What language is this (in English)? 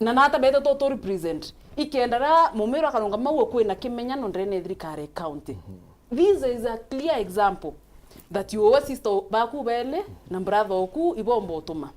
Meru